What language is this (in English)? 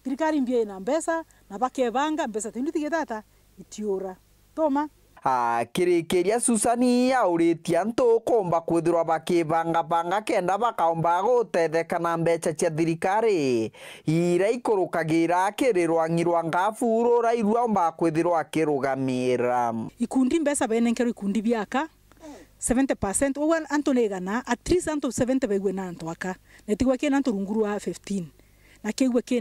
Meru